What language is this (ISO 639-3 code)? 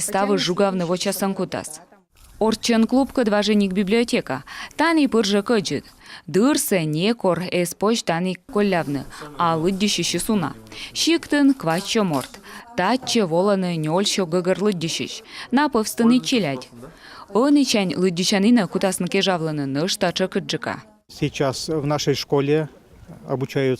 kom